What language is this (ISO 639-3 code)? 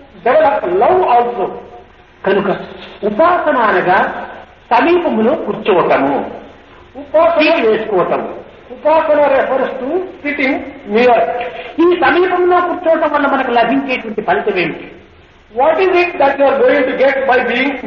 tel